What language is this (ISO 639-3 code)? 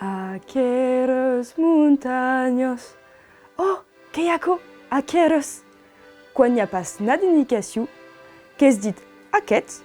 oci